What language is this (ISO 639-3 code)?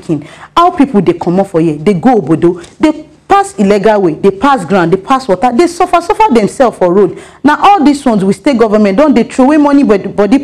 pcm